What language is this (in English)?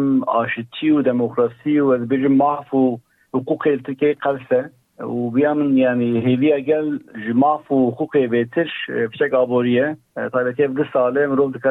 Kurdish